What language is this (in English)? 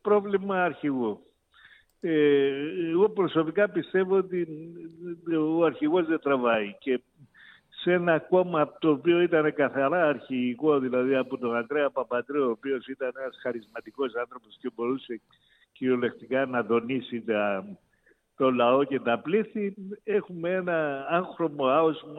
Greek